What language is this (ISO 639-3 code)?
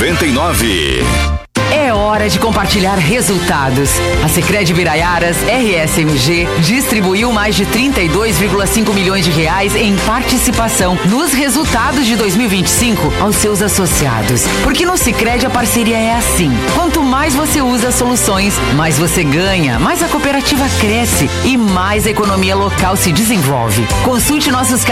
por